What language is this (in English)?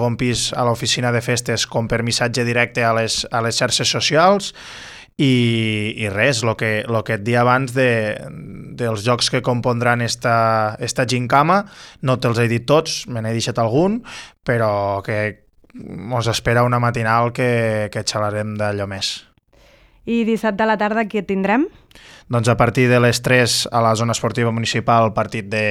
Catalan